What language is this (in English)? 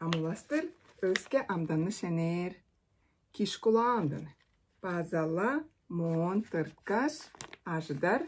Tuvinian